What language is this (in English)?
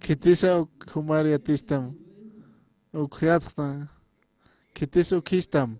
Aymara